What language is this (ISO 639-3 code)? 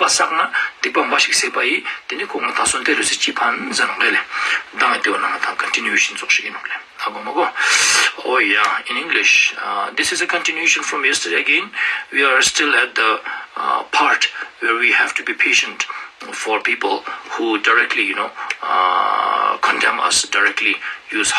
lbj